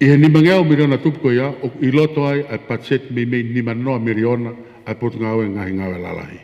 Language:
Tongan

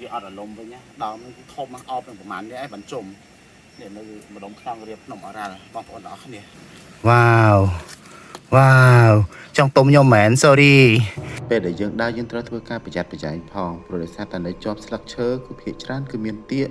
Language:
Khmer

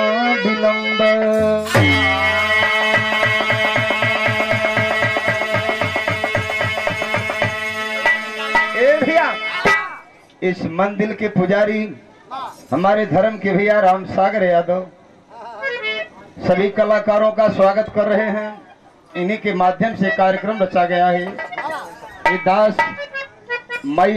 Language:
Bhojpuri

